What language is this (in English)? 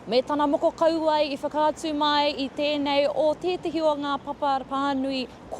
Māori